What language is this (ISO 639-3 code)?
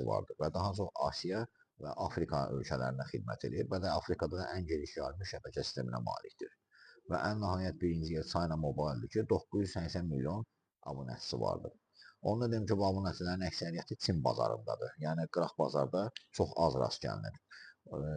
aze